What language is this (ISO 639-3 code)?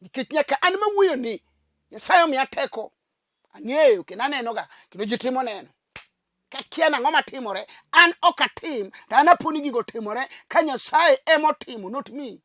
luo